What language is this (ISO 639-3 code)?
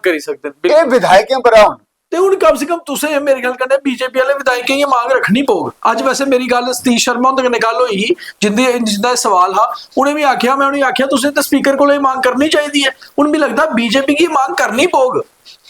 doi